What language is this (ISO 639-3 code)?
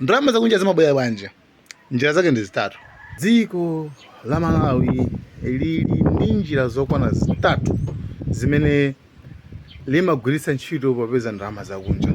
nya